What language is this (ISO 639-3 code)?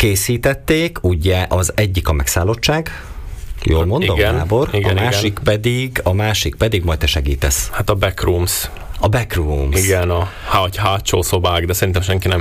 hun